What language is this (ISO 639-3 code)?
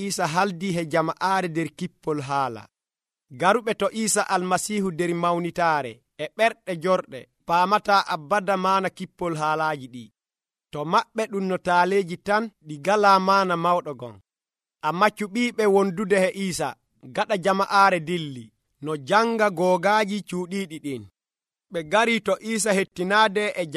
fuv